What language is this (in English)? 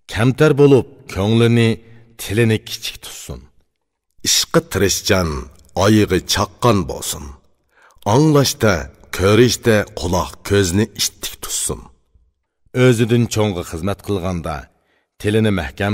Uyghur